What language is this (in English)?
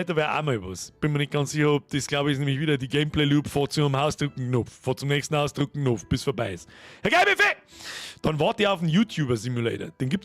Bavarian